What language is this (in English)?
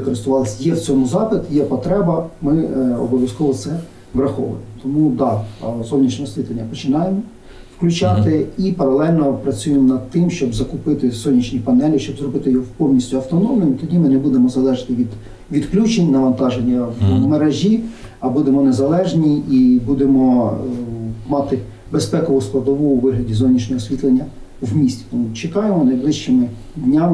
Ukrainian